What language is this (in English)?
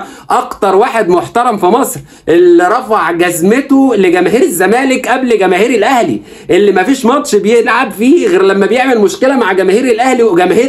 Egyptian Arabic